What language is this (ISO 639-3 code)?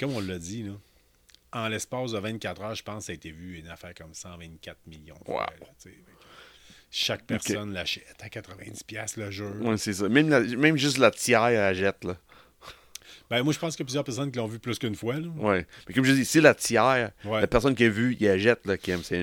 fra